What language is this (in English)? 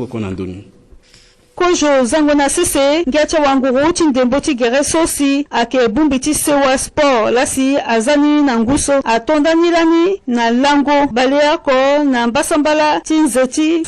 Sango